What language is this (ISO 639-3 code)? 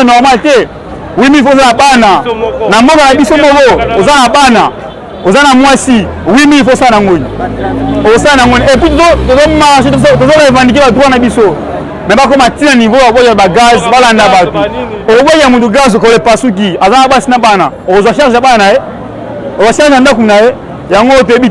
lin